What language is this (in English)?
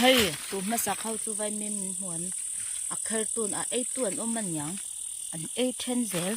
Mizo